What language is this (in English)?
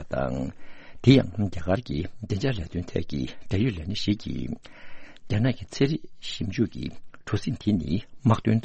Tibetan